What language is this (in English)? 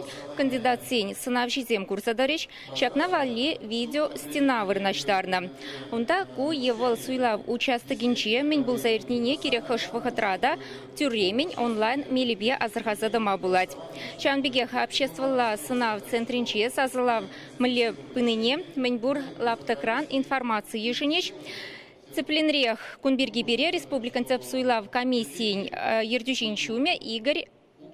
Chuvash